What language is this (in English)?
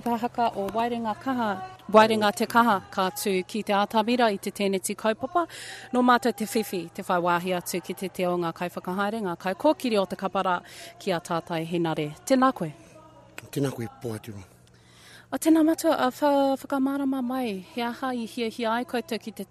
Māori